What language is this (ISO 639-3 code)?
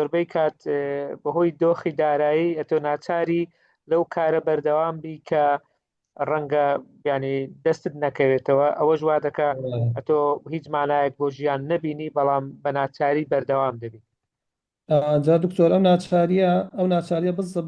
ckb